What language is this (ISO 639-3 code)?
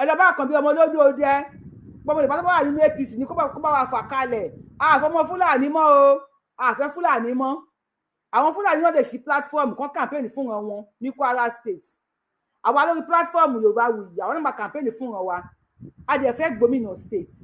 yor